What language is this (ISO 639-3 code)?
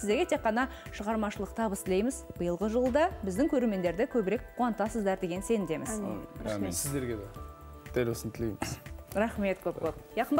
kaz